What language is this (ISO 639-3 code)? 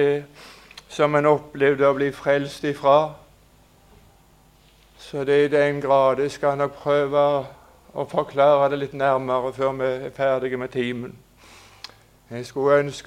nor